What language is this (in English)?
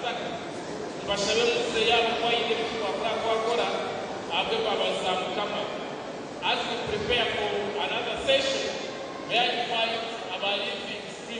Nyankole